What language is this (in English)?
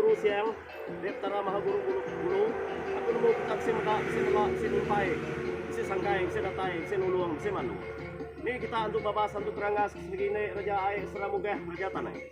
Iban